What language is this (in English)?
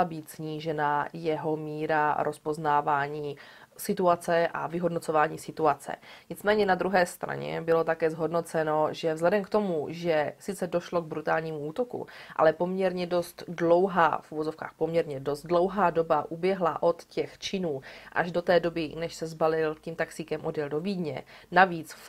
Czech